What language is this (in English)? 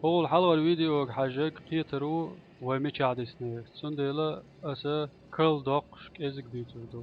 Chechen